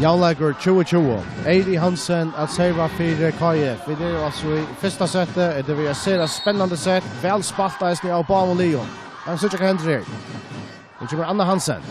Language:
Faroese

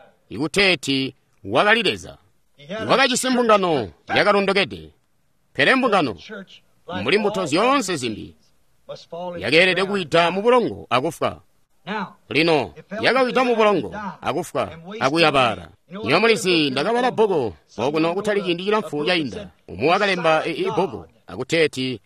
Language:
Tonga (Zambia)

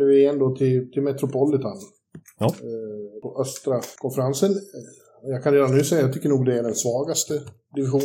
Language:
Swedish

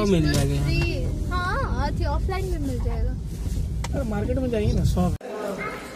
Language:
Hindi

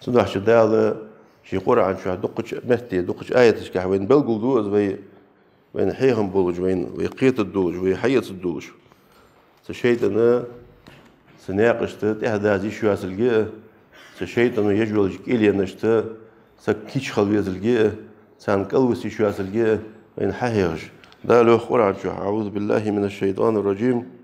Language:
Ingush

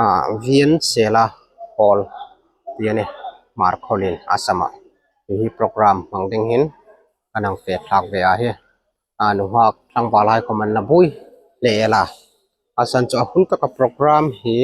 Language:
Hmar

